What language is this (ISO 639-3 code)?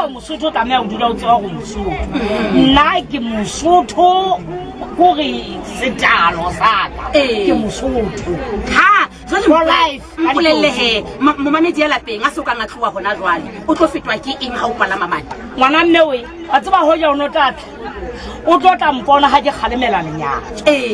sot